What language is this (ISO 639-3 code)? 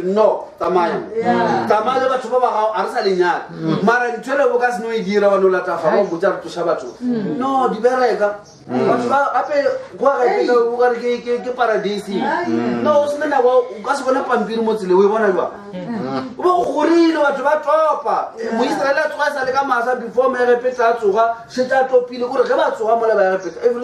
nso